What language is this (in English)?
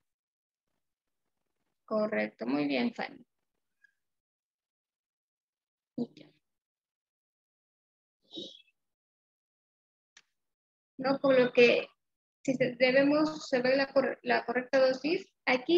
Spanish